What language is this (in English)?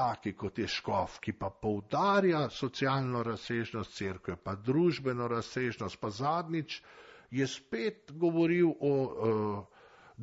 Slovenian